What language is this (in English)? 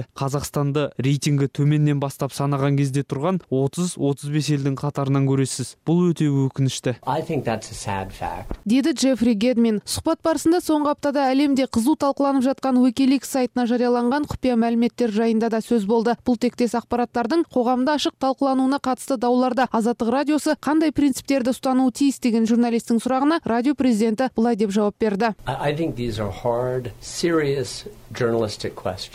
Kyrgyz